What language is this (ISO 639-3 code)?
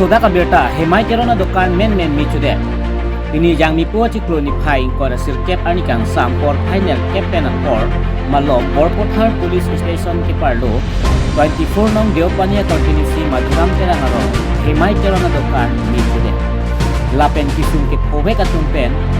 mjw